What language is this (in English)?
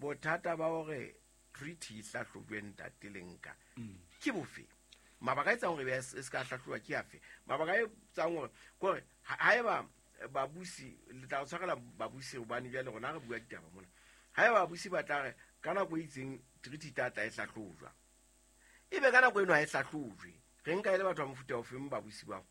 Southern Sotho